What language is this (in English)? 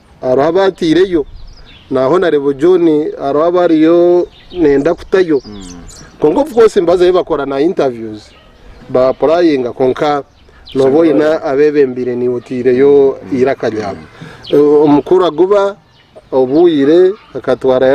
Nyankole